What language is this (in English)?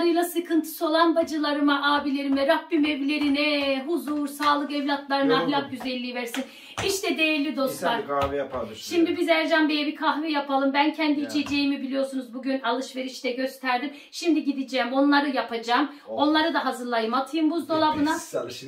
Turkish